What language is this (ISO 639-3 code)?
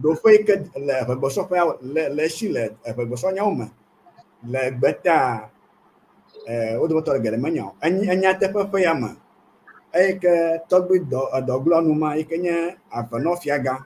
ewe